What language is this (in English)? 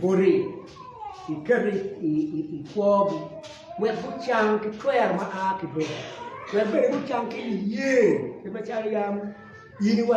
Acoli